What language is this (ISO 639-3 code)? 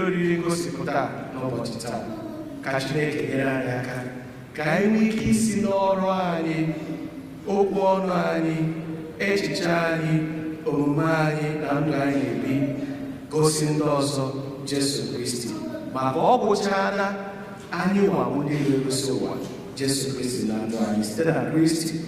ibo